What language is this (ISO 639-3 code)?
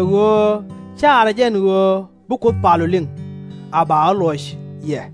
nus